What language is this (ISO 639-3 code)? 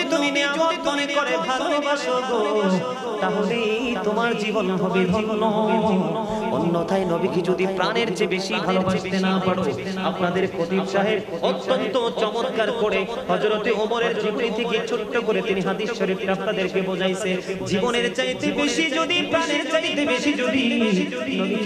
ben